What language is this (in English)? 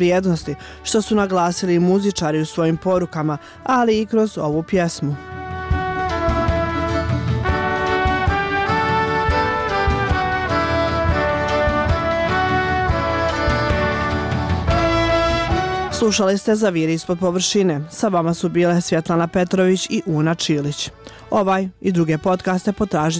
Bosnian